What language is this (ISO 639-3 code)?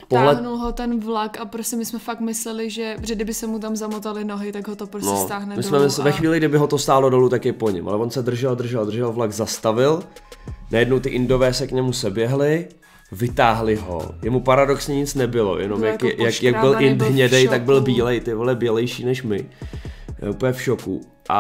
ces